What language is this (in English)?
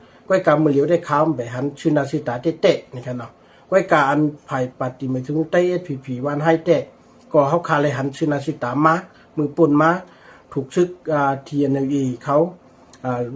Shan